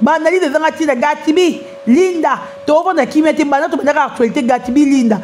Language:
Lingala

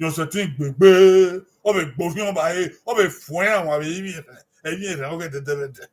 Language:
Bini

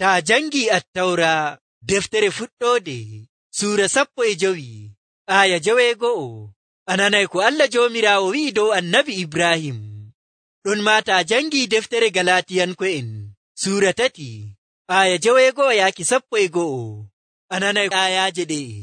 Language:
Nigerian Fulfulde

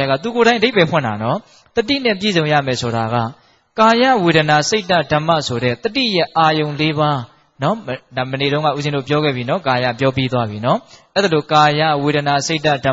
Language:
Burmese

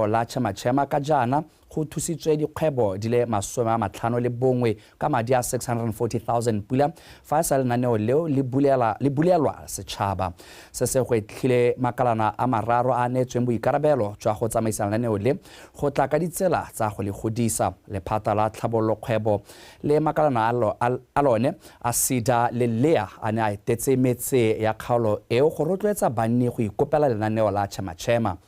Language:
Tswana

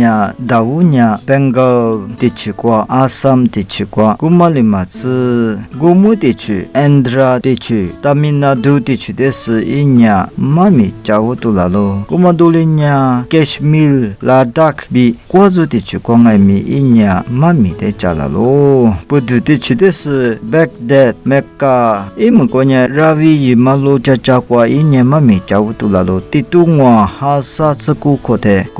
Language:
Lisu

